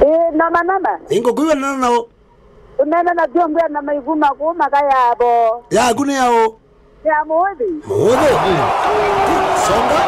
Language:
Kamba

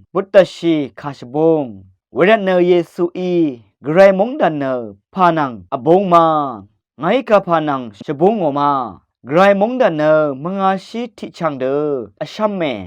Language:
Rawang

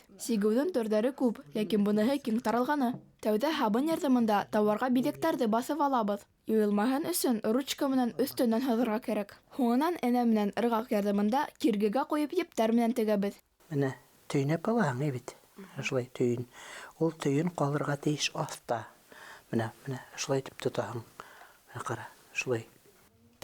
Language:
Bashkir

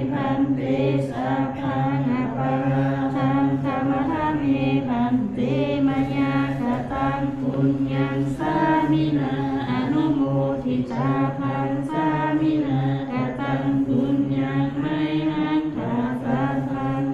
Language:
Pali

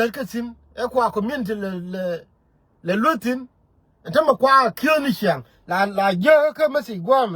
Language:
Nuer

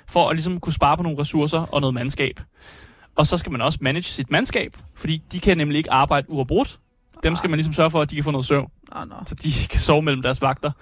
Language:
Danish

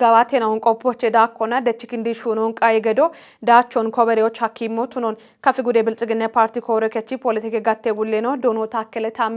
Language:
Kafa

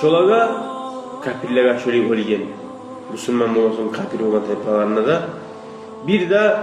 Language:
Kumyk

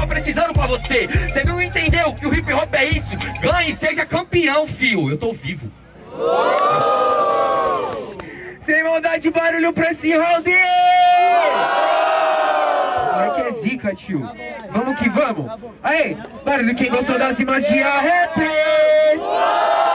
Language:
Portuguese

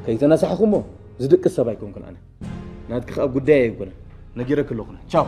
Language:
Tigrinya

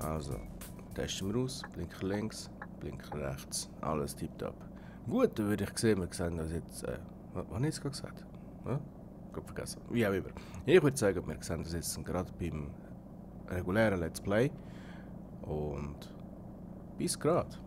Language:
Swiss German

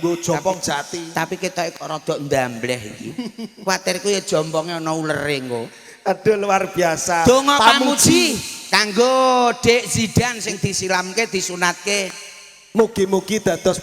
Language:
Javanese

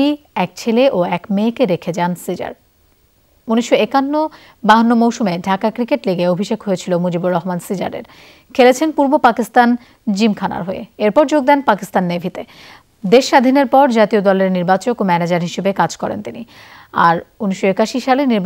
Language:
Bangla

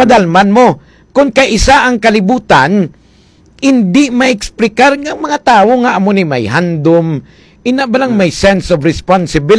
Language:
Hiligaynon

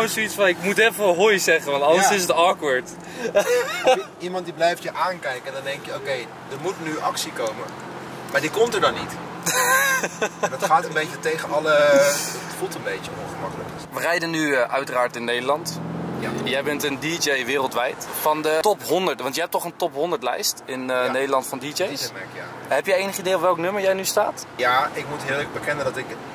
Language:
Dutch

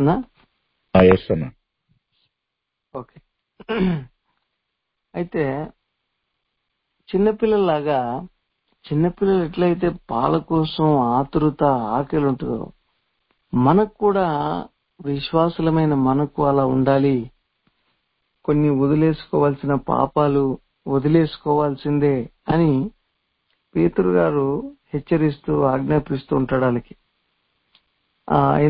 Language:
Telugu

